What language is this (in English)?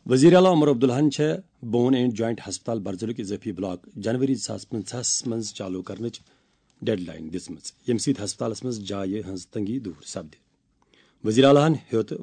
Kashmiri